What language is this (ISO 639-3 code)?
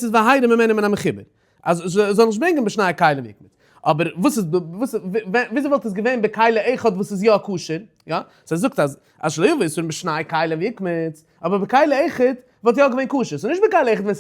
yid